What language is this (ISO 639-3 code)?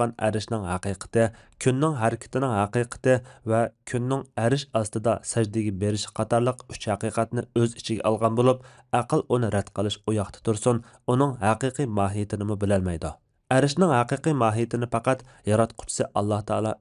uig